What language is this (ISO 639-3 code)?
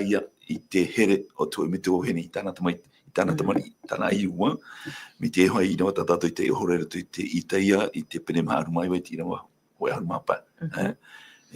tah